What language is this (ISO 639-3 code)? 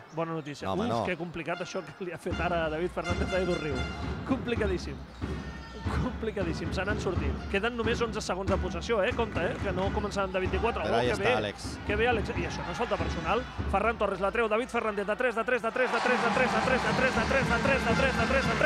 cat